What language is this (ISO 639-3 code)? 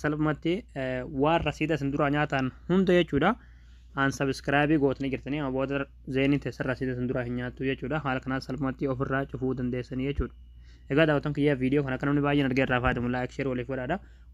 orm